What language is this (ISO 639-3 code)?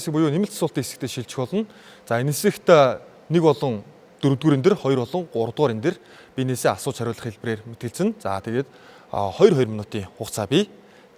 mon